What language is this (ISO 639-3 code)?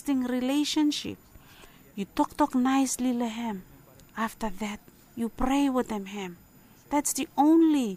bis